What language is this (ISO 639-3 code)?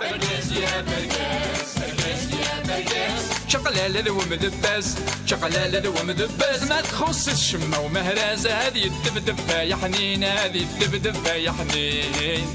kab